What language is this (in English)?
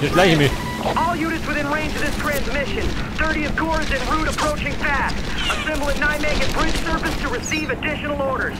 Bavarian